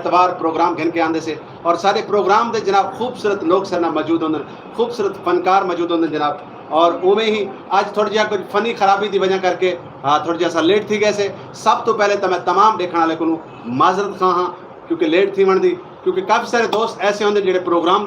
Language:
Saraiki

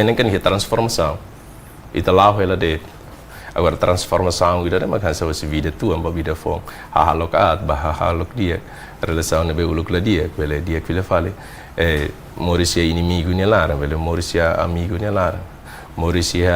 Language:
Tetum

